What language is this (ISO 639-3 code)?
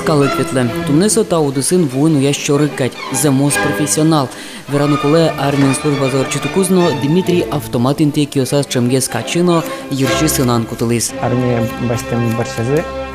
udm